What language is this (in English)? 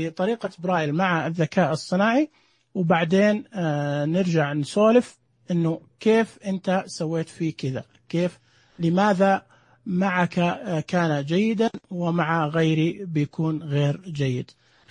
Najdi Arabic